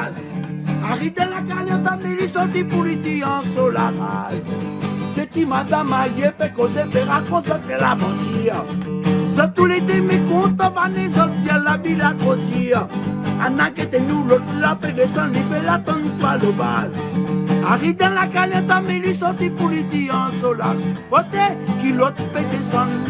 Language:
Réunion Creole French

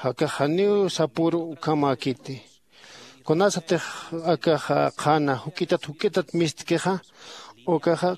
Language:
Aymara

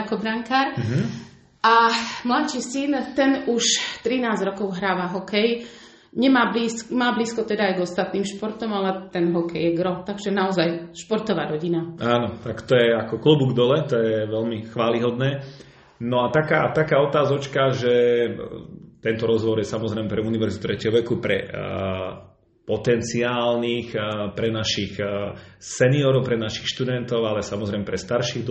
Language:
Slovak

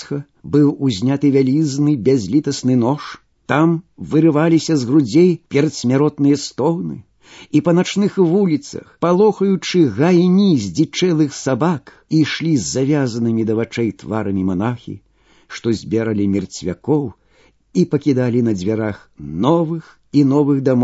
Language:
Belarusian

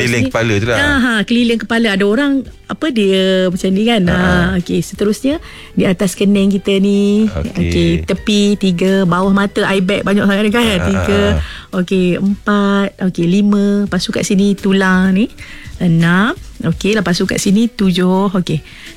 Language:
Malay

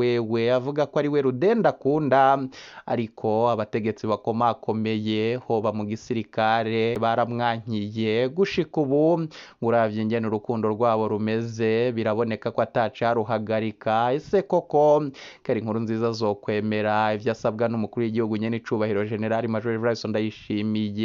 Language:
Rundi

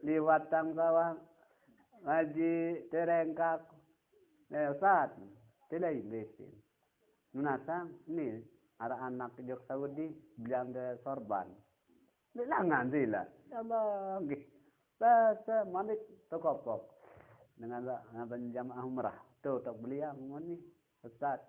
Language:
Sasak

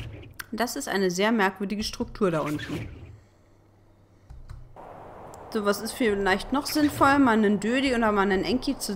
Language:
German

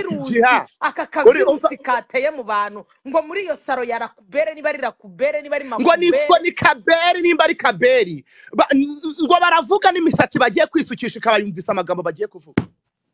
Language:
Kinyarwanda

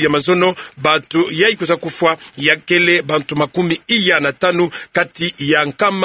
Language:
Kituba (Democratic Republic of Congo)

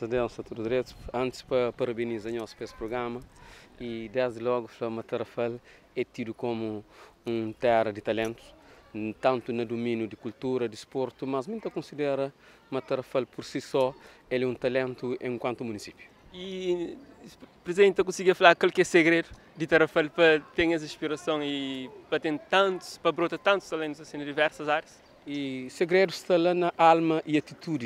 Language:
Kabuverdianu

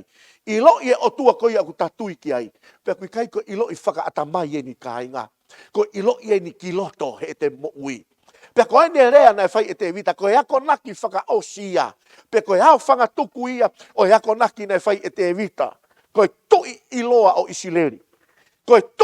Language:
Tongan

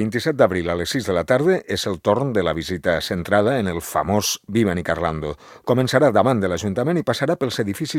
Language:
Catalan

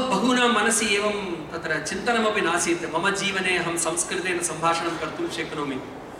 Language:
Sanskrit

